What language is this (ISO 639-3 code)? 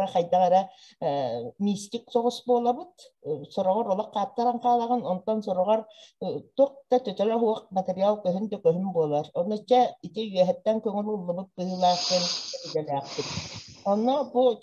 sah